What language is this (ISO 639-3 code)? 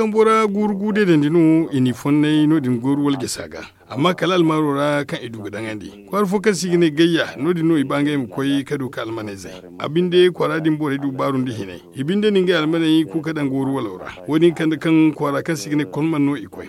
dje